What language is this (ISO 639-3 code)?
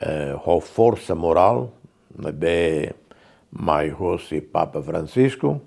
tet